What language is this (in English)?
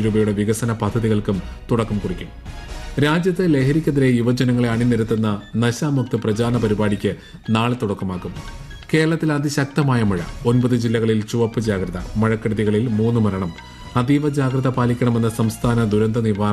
Malayalam